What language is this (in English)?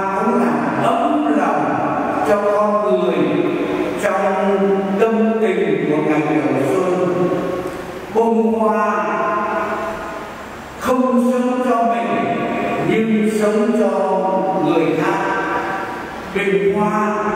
Vietnamese